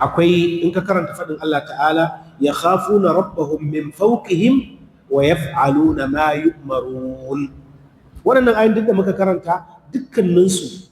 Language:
Hausa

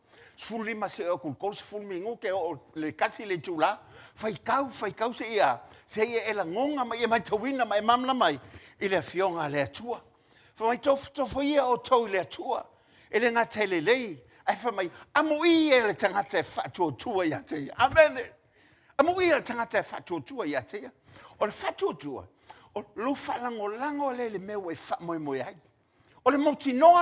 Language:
Samoan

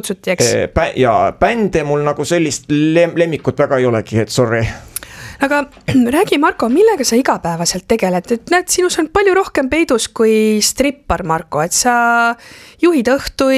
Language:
Estonian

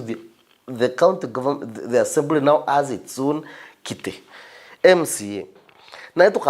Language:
Meru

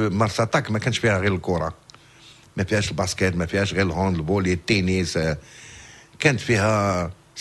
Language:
Moroccan Arabic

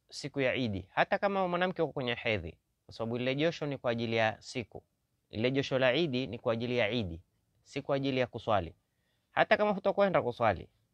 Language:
Swahili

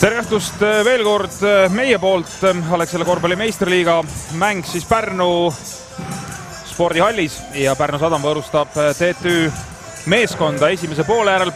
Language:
Estonian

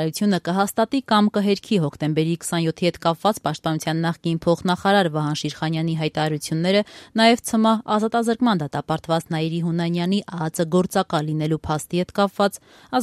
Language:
Armenian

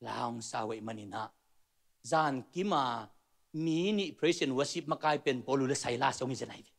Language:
Tedim Chin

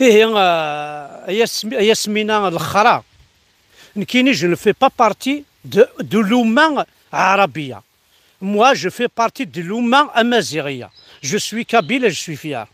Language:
Kabyle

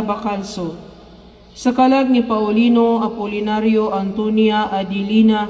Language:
Cebuano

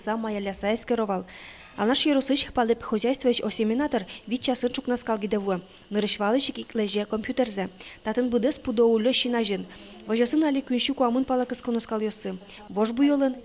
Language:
Udmurt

